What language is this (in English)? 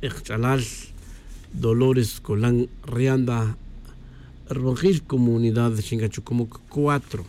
Kaqchikel